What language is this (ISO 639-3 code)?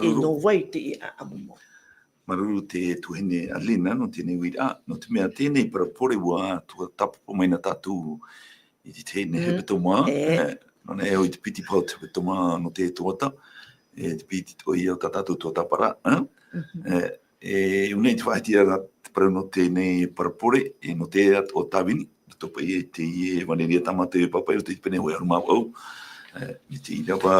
tah